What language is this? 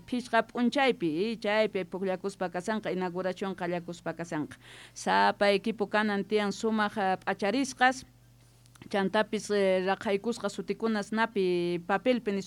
South Bolivian Quechua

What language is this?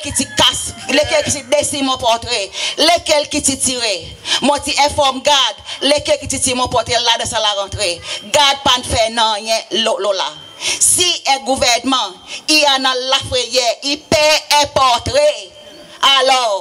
Seselwa Creole French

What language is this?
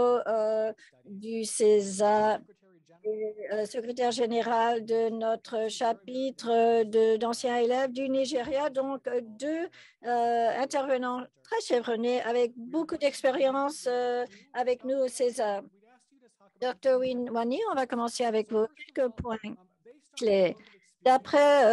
French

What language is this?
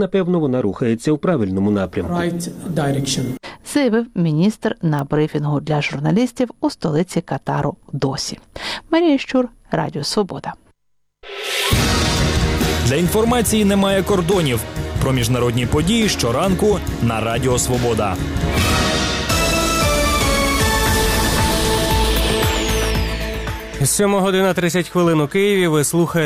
Ukrainian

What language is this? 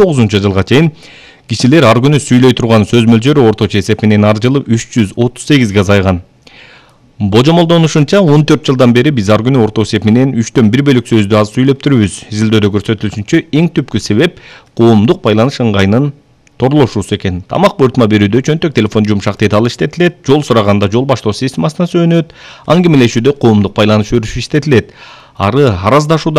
Kyrgyz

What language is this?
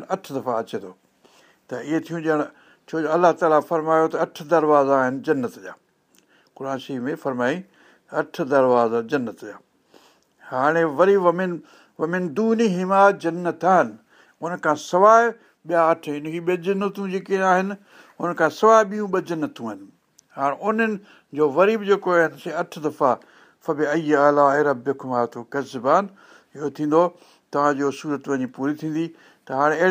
Sindhi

